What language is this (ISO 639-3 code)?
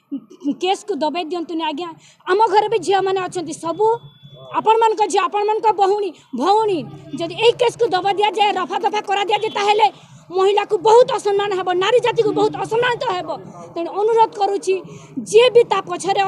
ori